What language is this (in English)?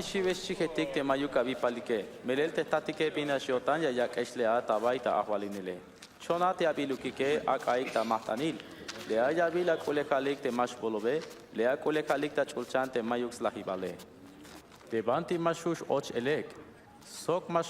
Tzeltal